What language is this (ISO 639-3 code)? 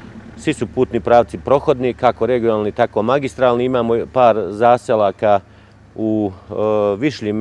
srp